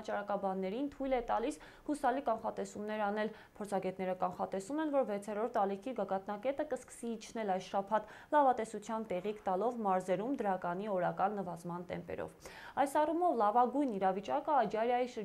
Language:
Armenian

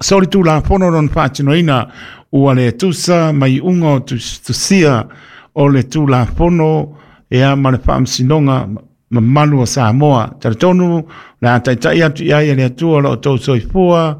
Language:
Samoan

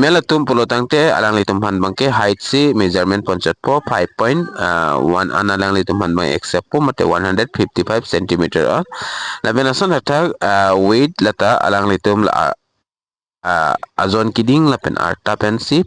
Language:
Karbi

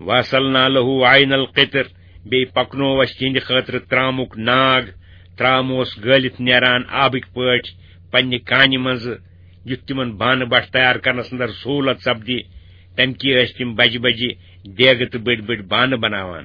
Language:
Kashmiri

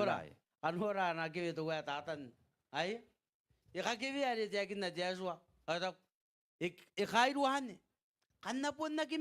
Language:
Gilbertese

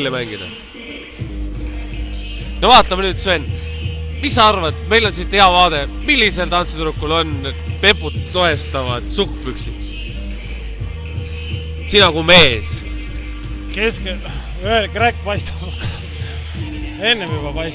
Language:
Estonian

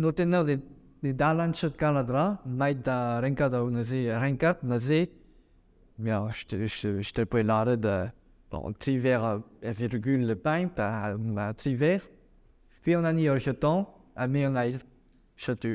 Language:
Breton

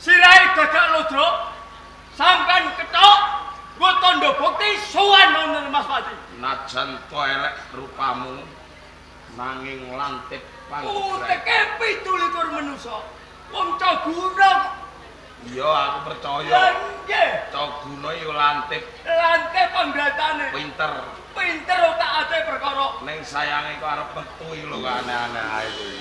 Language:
Javanese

